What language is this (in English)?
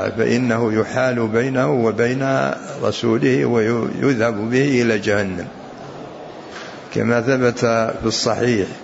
Arabic